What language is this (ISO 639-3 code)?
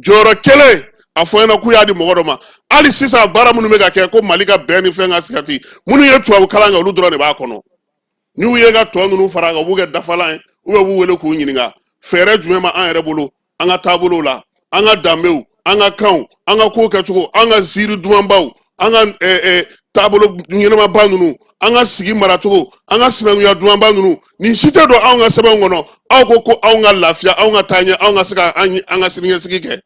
bam